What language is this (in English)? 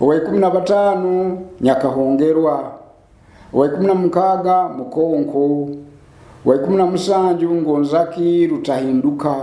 Nyoro